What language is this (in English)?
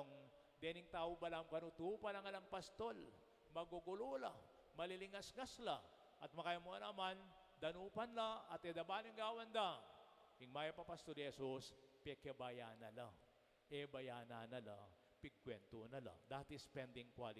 Pampanga